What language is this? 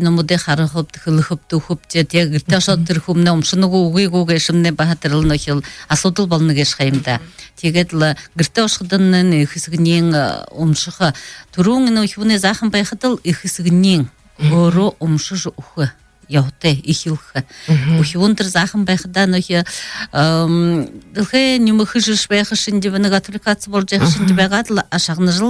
Buriat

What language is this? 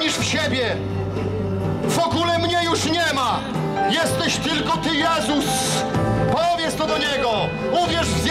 Polish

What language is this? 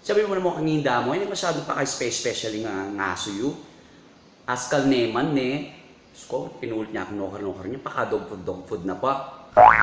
Pampanga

